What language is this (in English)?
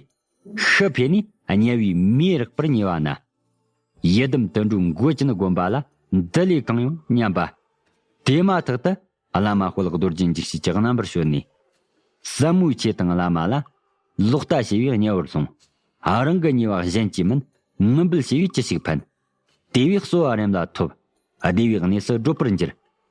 Tibetan